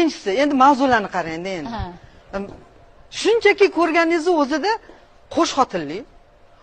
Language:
Uzbek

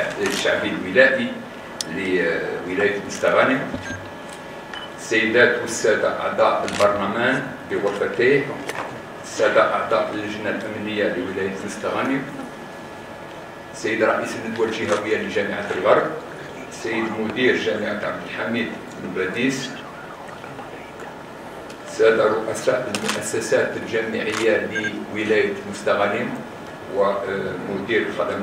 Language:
Arabic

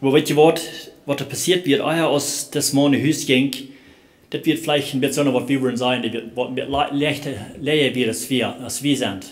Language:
Plautdietsch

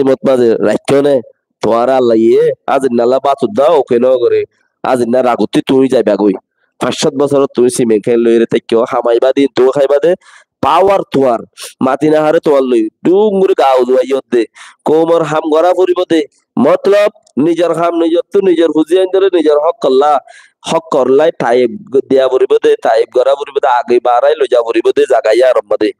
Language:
Rohingya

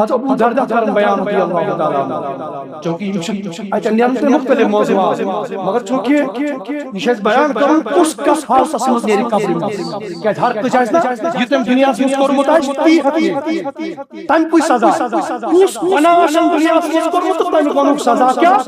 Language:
Kashmiri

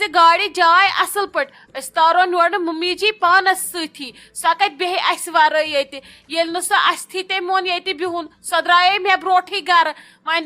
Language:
Kashmiri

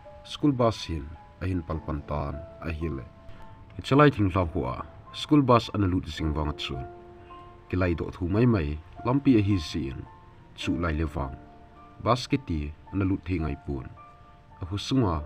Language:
Thado Chin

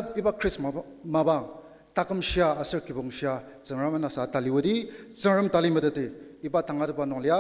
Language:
Ao Naga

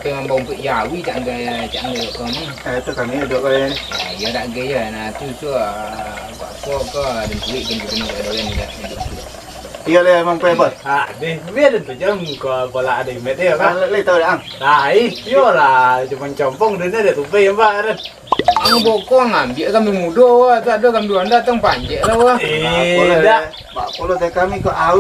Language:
Minangkabau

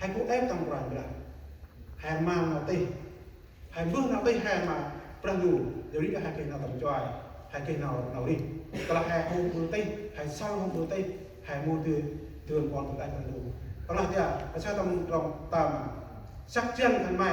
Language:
Central Mnong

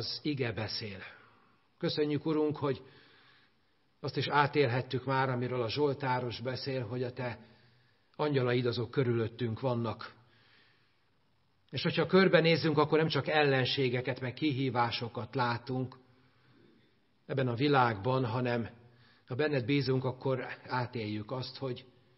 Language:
Hungarian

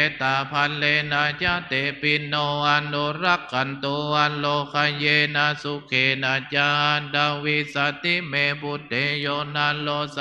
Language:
Pali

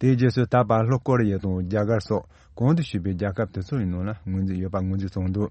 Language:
Tibetan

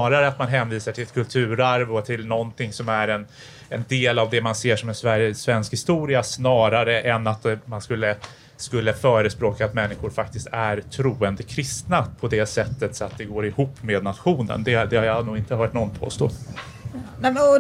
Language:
Swedish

